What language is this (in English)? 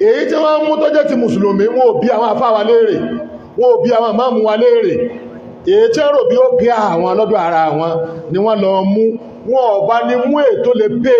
Yoruba